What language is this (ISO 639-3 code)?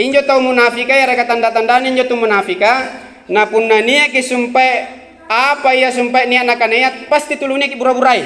mak